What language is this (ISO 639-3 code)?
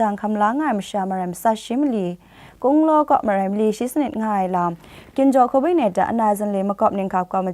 kac